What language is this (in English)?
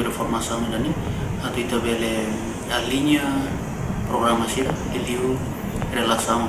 Tetum